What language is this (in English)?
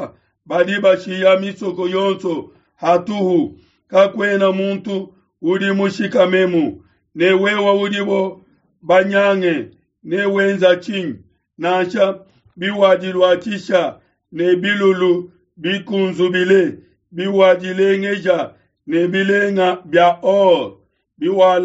Luba-Lulua